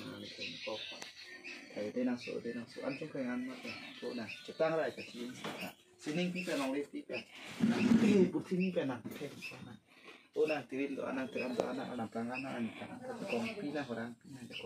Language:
Karbi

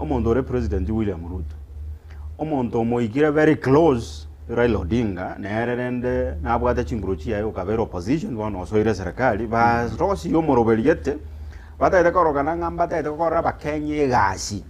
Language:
Gusii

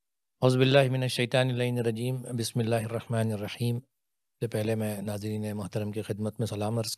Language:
Urdu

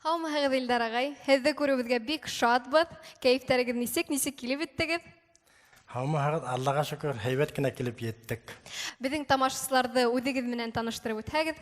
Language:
Bashkir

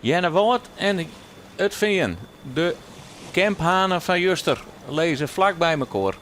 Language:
Western Frisian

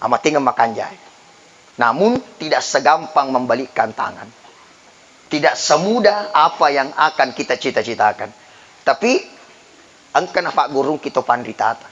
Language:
Buginese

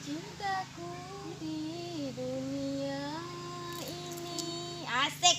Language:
Ambonese Malay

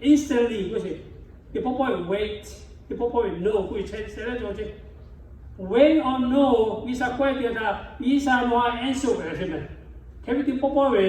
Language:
Lahu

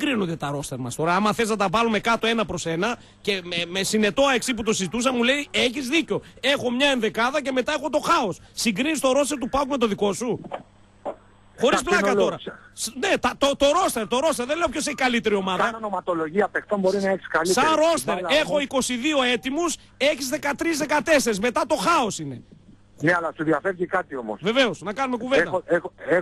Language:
Greek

